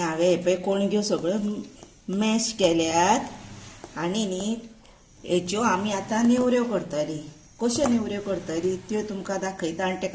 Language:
Konkani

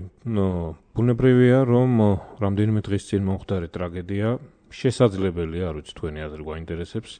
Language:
Georgian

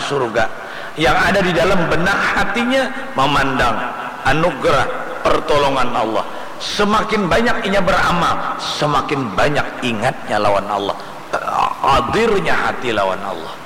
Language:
Banjar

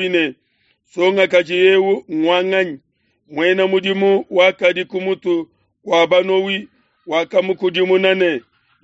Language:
Luba-Lulua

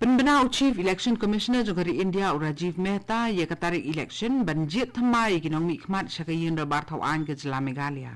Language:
Khasi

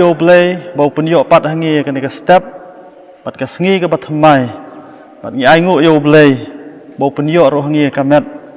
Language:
Khasi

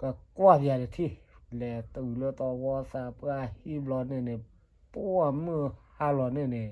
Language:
S'gaw Karen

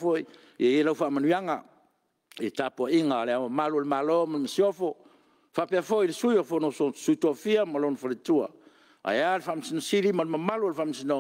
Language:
Samoan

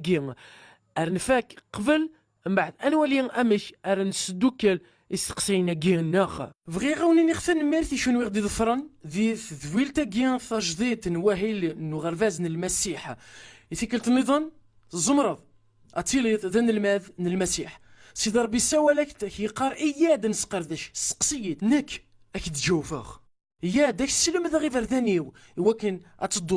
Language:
Kabyle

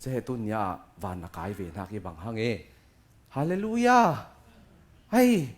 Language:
Falam Chin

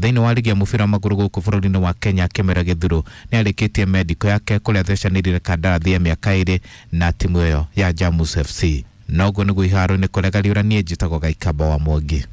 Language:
Kikuyu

